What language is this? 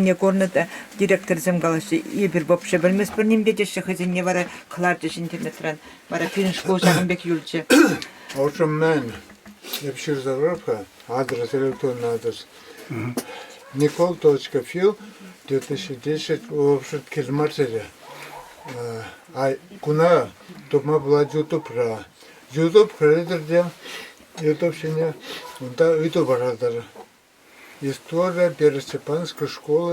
Chuvash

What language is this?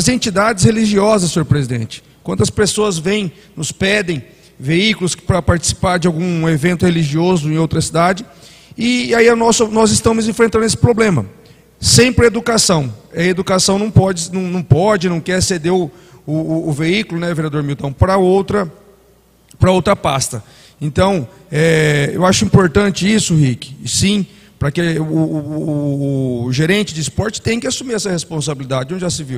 Portuguese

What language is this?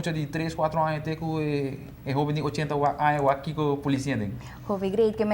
Papiamento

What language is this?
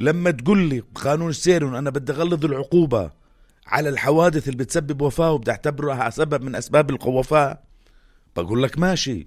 North Levantine Arabic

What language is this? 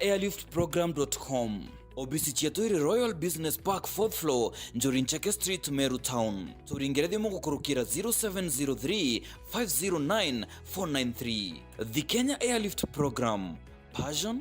Meru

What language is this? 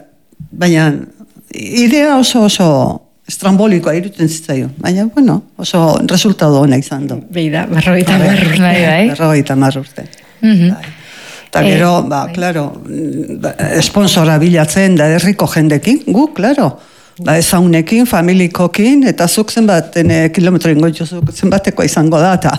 Basque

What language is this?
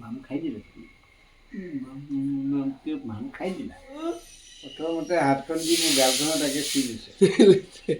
Assamese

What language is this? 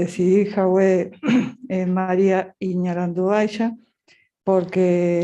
Guarani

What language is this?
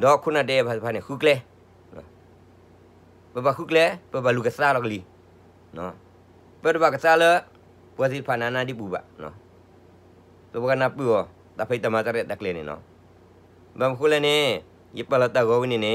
S'gaw Karen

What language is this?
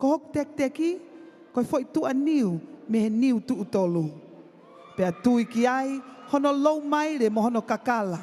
Tongan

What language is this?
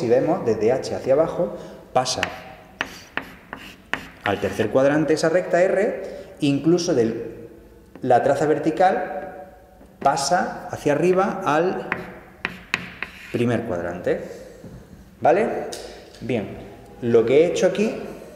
Spanish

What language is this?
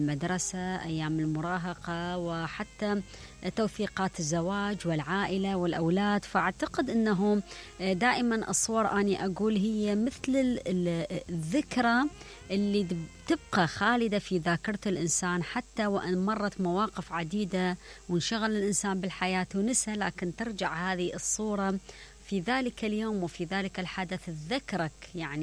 Mesopotamian Arabic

